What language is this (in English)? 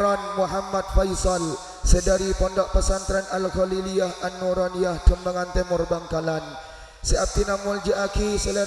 Madurese